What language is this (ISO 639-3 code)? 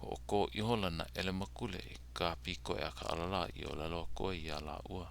haw